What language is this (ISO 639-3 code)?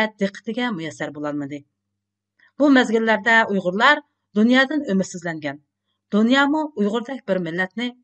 uig